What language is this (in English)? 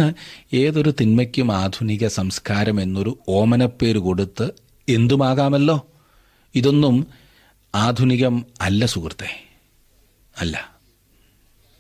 Malayalam